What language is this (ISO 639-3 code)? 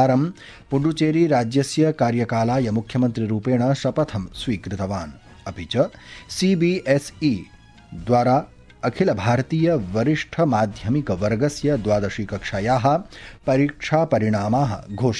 san